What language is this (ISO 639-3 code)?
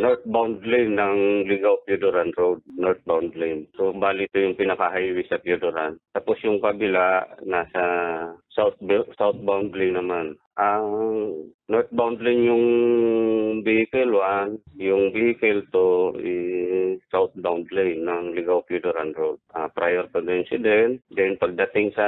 bik